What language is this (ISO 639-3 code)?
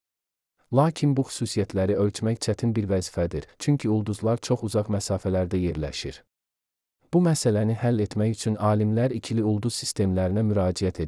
aze